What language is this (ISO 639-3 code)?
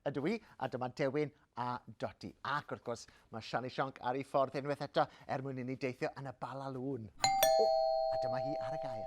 cym